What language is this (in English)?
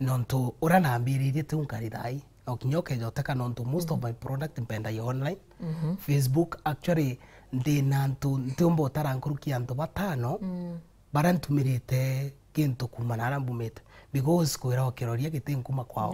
Meru